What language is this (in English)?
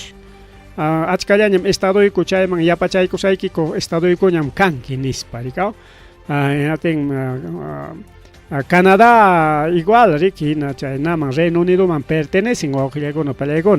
Ayacucho Quechua